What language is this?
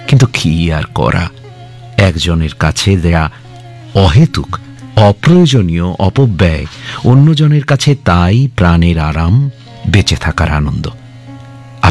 Bangla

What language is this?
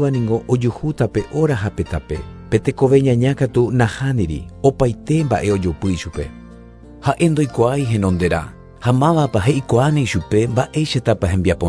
Guarani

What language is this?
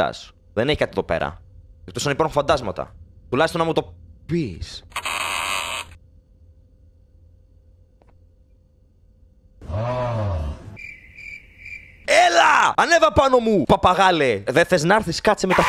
Greek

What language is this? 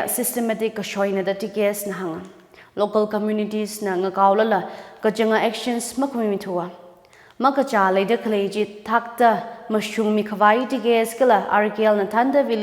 Tangkhul Naga (India)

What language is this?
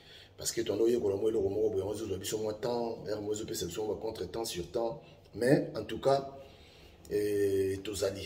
Lingala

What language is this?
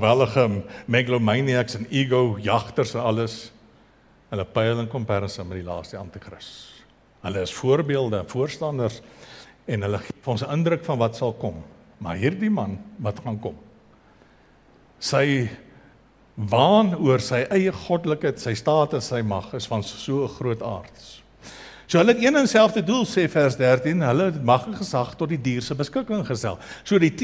Afrikaans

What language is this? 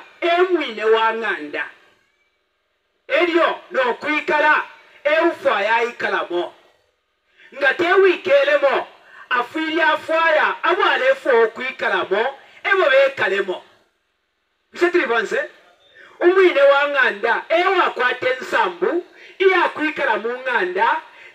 Bemba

